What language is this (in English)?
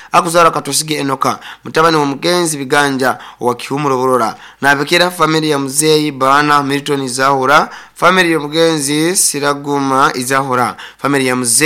Nyoro